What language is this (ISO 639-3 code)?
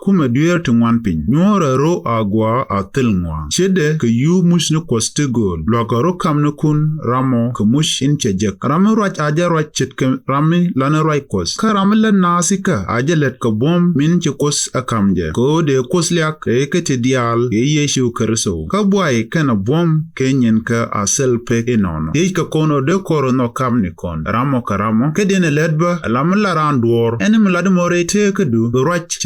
nus